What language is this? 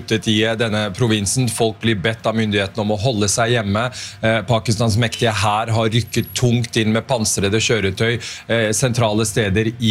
Norwegian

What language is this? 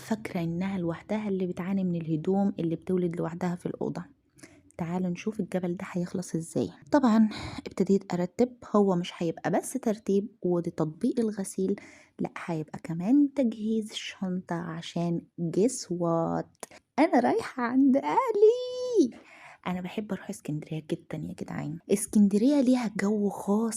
Egyptian Arabic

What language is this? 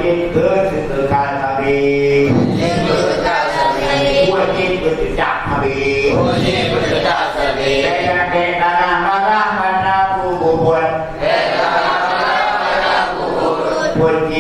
Achinese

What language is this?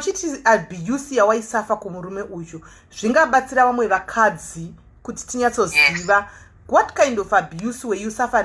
Shona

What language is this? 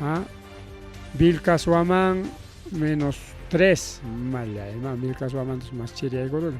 Ayacucho Quechua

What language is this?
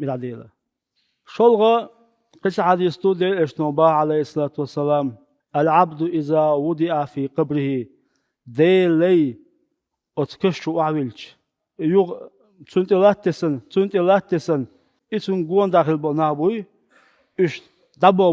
Chechen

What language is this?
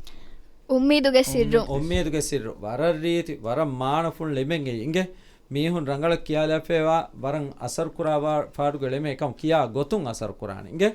Divehi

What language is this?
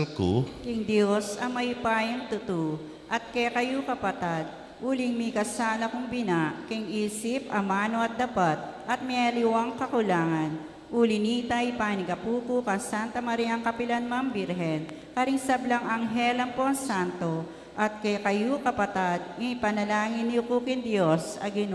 Pampanga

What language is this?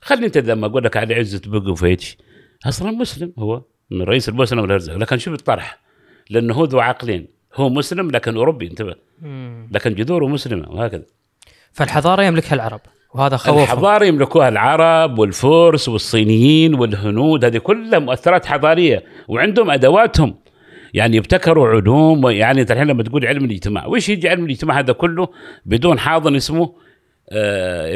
Gulf Arabic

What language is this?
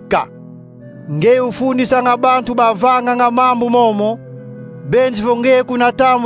Kongo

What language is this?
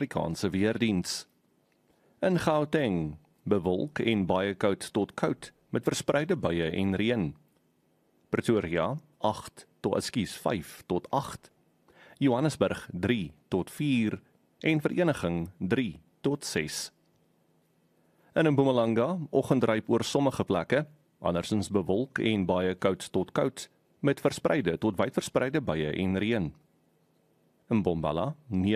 Afrikaans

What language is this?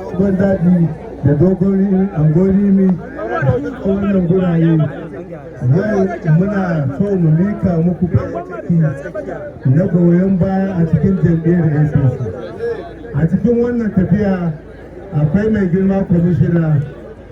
Hausa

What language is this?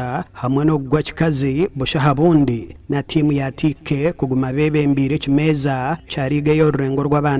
Nyankole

